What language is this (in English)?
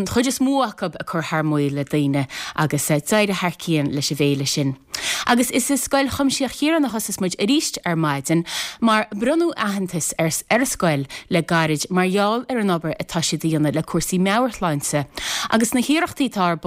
Irish